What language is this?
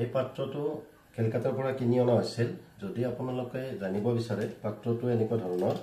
Assamese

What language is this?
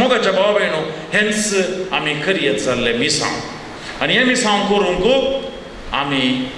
Konkani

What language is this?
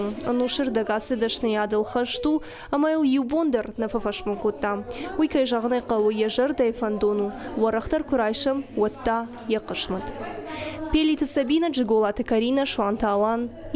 Ossetic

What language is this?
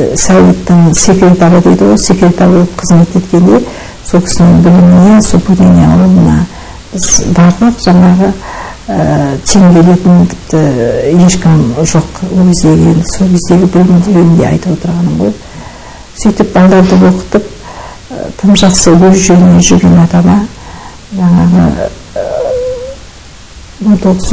Kazakh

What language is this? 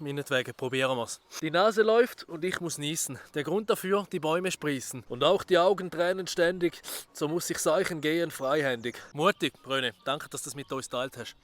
Swiss German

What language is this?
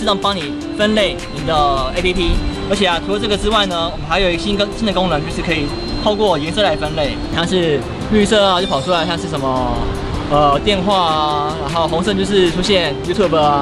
Chinese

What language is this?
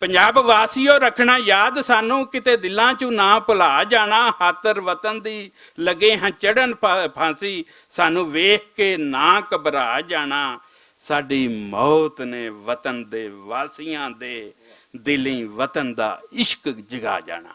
Western Panjabi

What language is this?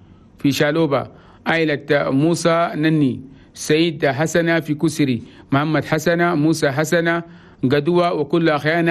Chadian Arabic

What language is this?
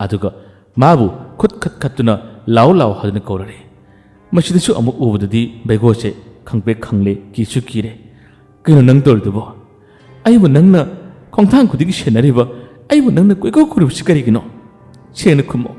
Manipuri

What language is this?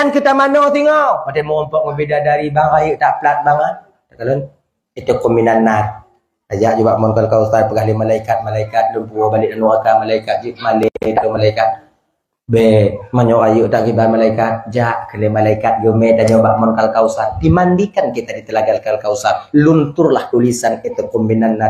Achinese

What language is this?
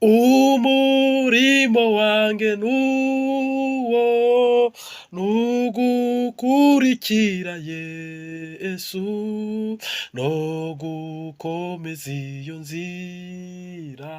Kinyarwanda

